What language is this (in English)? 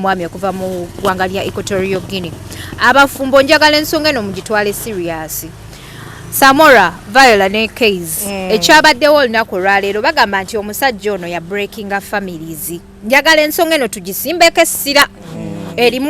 Ganda